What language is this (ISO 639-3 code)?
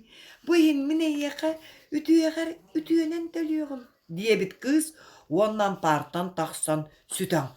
sah